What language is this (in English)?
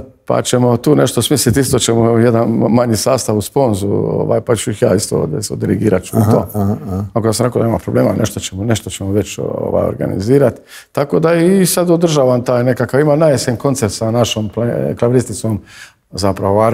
Croatian